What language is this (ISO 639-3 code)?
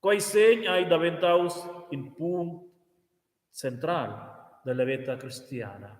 roh